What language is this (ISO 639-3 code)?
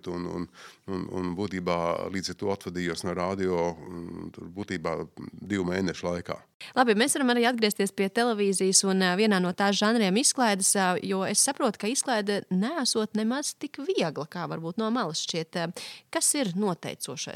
lav